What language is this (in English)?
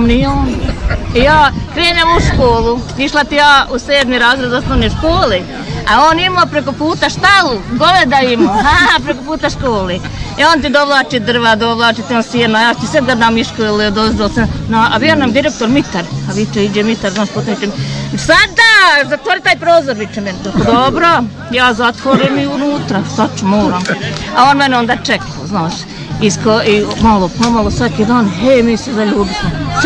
Bosnian